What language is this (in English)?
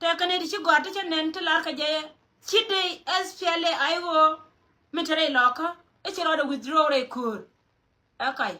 Nuer